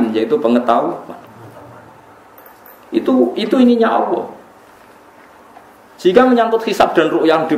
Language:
Indonesian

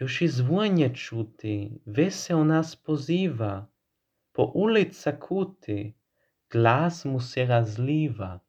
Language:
Croatian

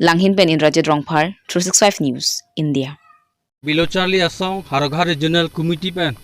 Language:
Karbi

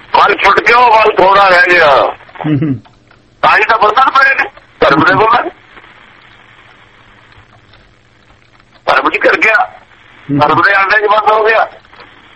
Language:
Punjabi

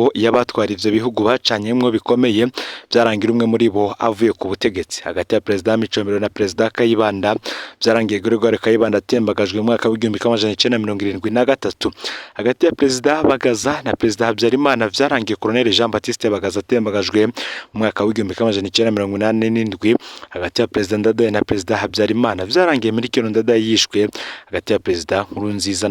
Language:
Rundi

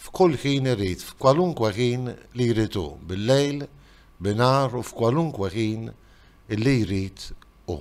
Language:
Maltese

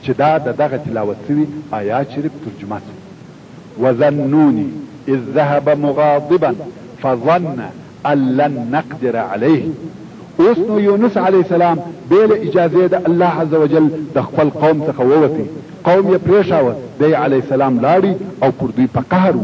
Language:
Pashto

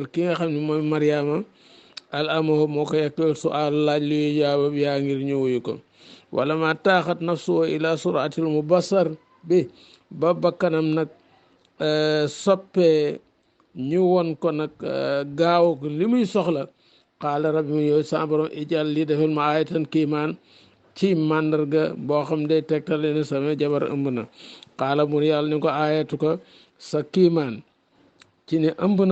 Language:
Wolof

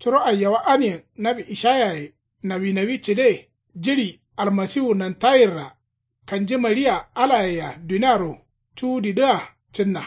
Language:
Kanuri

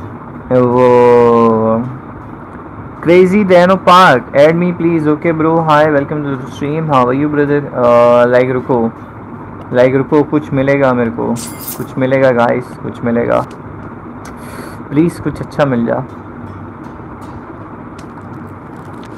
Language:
Hindi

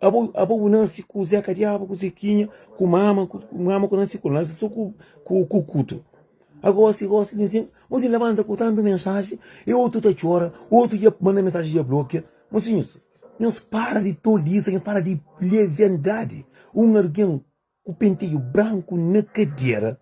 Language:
Kabuverdianu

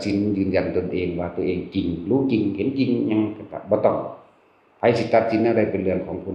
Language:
Northeastern Thai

